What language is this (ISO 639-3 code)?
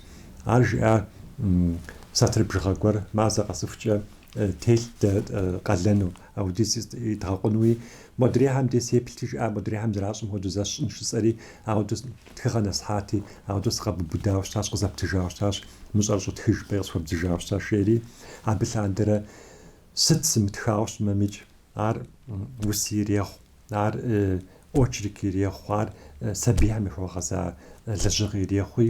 kbd